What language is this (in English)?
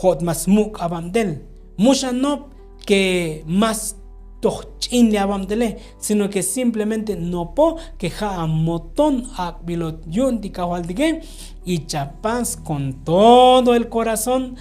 Tzotzil